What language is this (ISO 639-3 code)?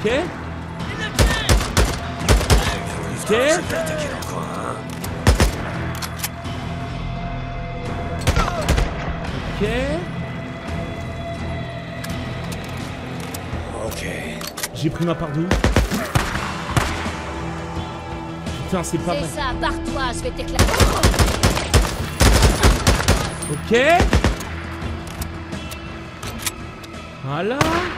fra